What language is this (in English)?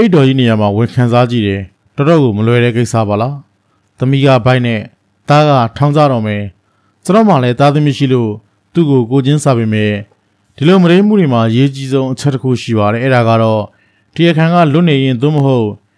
Burmese